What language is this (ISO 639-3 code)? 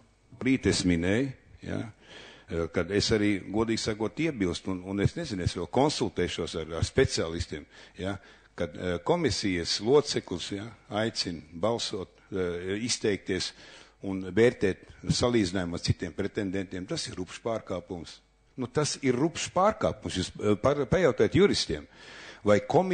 lav